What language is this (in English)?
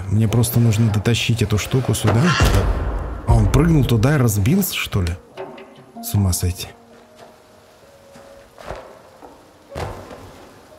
Russian